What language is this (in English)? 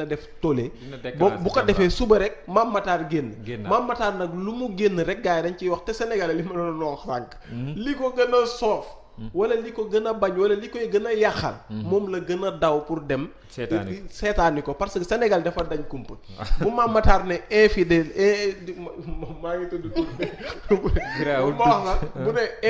Wolof